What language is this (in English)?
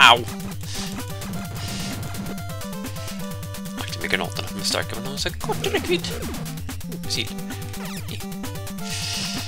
Swedish